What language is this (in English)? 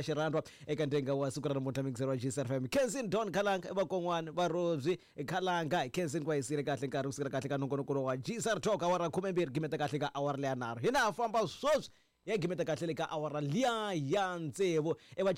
Tsonga